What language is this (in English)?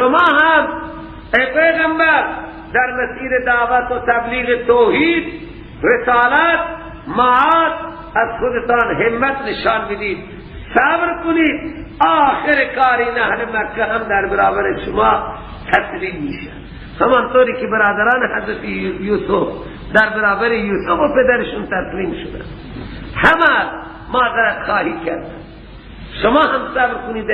Persian